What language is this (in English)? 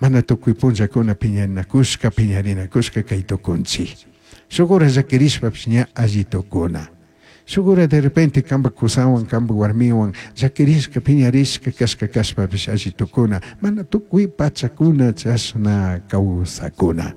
Chimborazo Highland Quichua